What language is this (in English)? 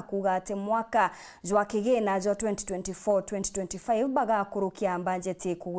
Meru